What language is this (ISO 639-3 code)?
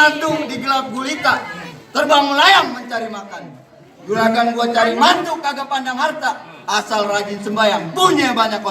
bew